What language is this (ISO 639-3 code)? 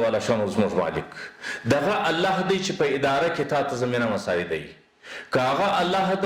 pus